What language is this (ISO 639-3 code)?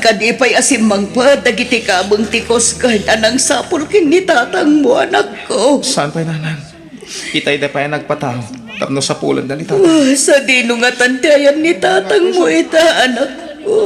ilo